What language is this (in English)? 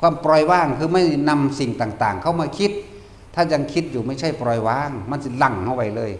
Northeastern Thai